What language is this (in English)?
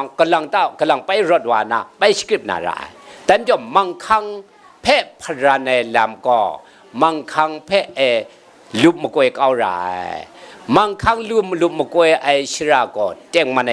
Kachin